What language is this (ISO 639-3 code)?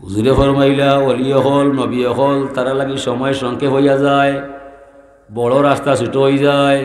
syl